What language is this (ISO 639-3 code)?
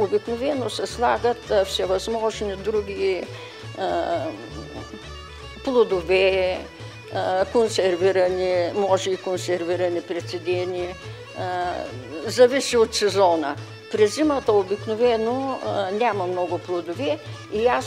bul